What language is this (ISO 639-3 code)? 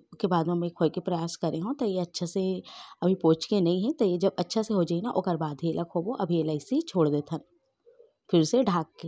hne